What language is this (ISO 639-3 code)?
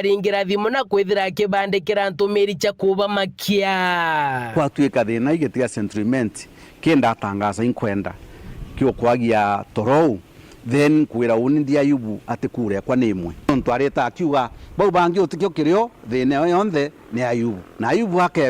mer